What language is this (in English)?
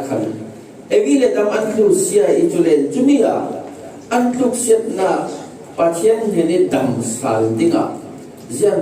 Falam Chin